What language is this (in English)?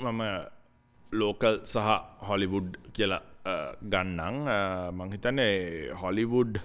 Sinhala